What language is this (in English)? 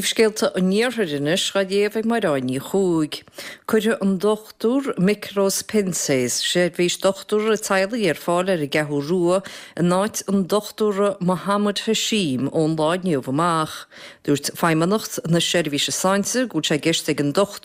Irish